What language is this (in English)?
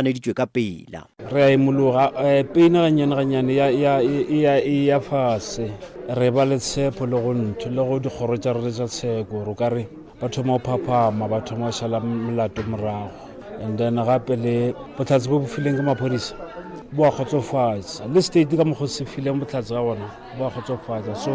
Northern Sotho